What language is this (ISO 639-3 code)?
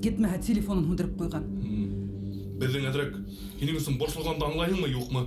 bak